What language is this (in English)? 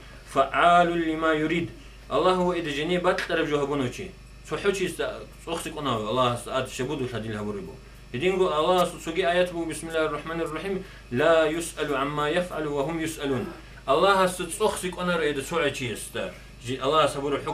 Avaric